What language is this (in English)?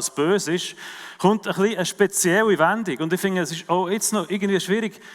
Swiss German